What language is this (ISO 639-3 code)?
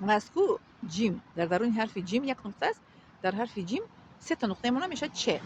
tgk